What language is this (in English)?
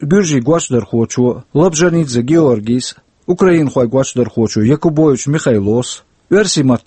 Chechen